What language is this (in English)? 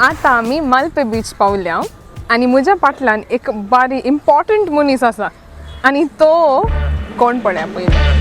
Konkani